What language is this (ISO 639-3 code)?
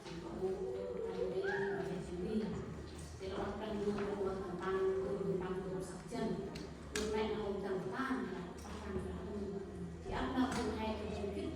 cmo